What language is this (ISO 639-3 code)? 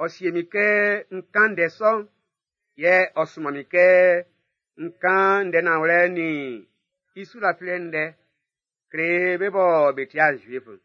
bci